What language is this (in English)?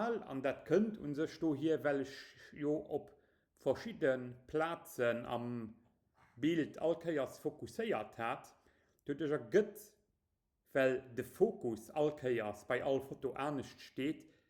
Luxembourgish